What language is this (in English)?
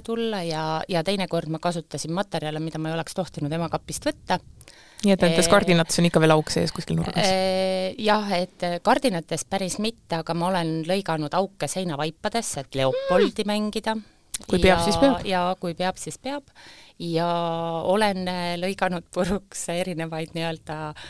Estonian